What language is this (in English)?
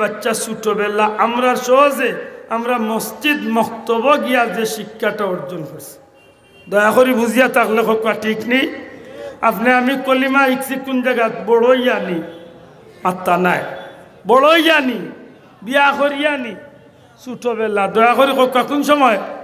Sylheti